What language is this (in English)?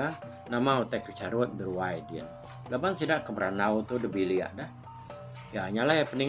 Iban